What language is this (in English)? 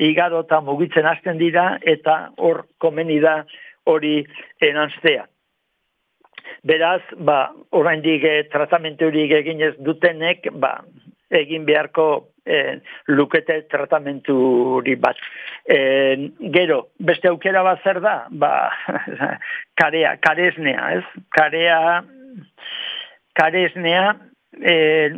Basque